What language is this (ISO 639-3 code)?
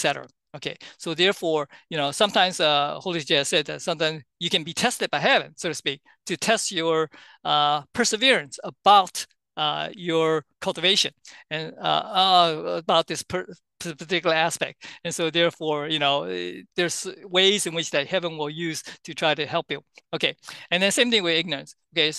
eng